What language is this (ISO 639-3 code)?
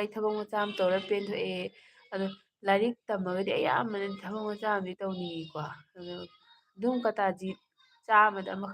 mni